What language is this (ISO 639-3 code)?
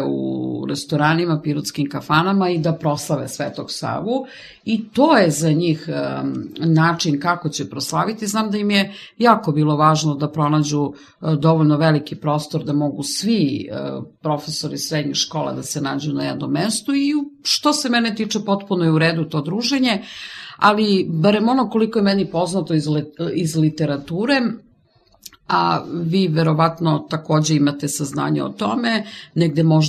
srp